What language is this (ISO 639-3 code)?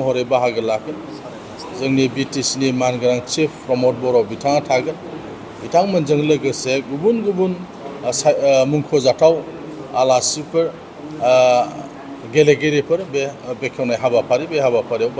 brx